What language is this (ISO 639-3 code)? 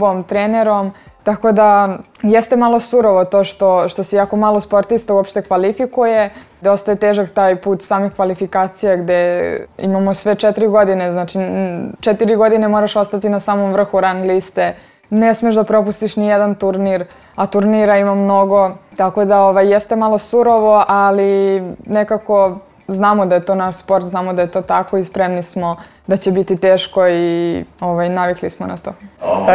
srp